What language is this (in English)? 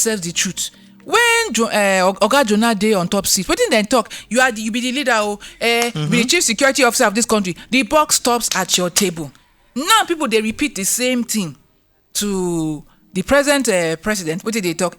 Nigerian Pidgin